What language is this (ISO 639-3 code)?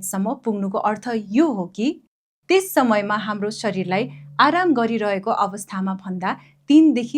nep